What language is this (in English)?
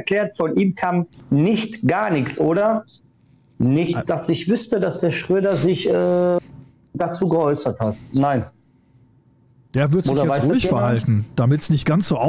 German